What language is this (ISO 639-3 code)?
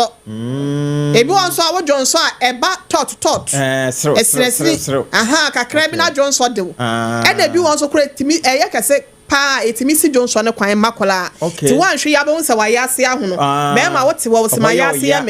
aka